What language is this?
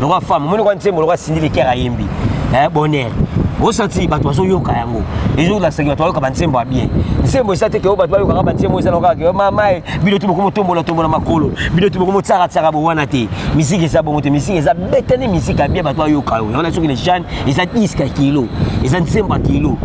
Lingala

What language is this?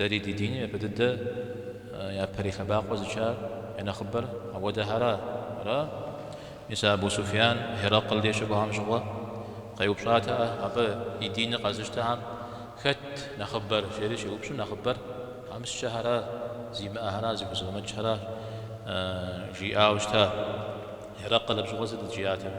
Kabardian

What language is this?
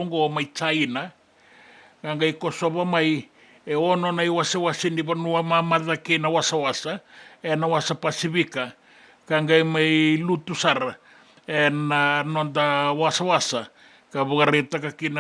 Fijian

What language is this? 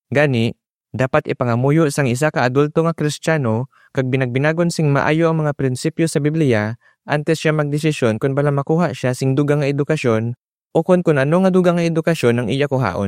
Hiligaynon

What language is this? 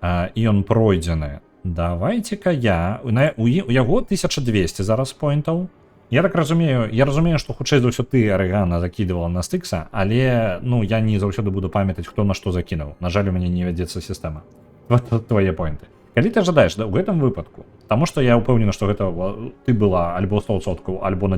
Belarusian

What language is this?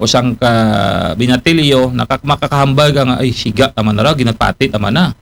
Aklanon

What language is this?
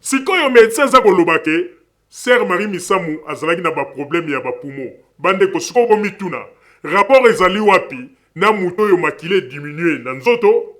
Lingala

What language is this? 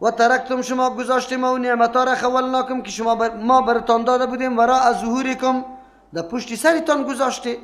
Persian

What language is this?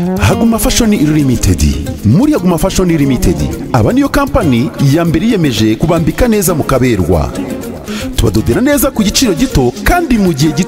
Kinyarwanda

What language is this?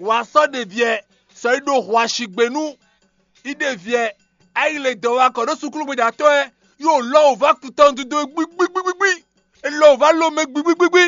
Fon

